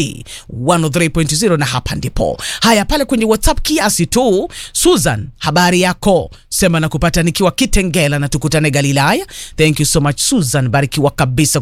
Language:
Swahili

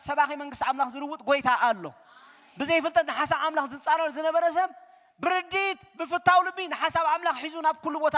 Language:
Tigrinya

